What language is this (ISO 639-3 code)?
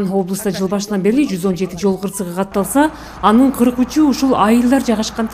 kir